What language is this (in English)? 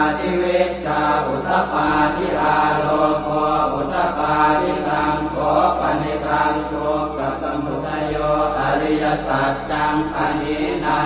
Pali